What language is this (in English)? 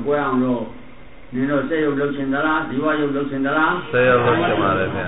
Burmese